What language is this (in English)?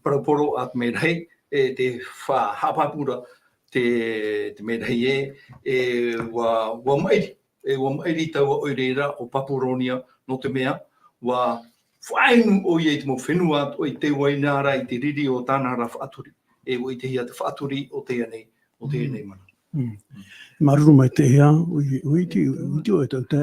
Tahitian